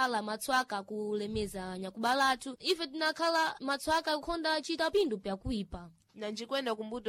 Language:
Sena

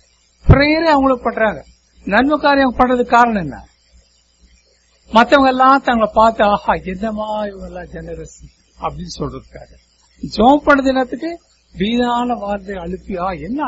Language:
Tamil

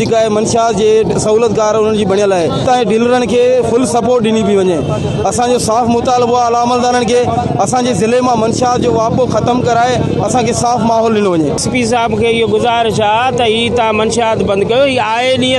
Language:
Sindhi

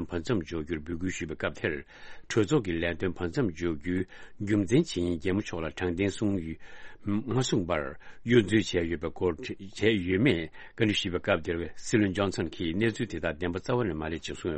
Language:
Tibetan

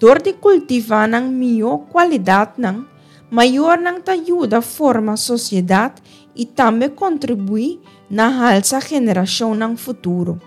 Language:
Papiamento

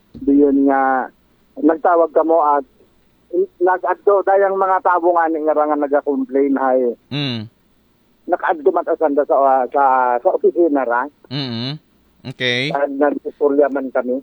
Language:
Aklanon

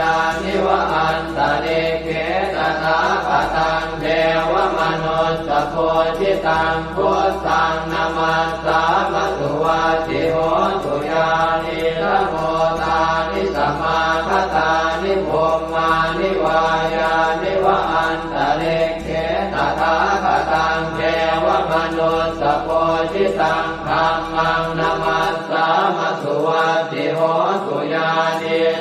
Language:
Pali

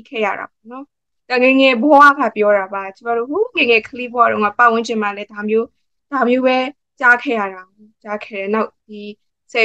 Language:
Burmese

